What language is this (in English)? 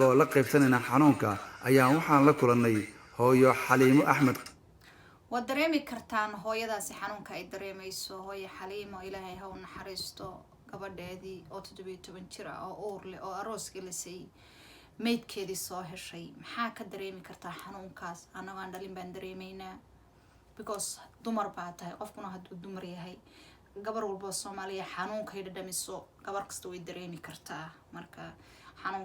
Somali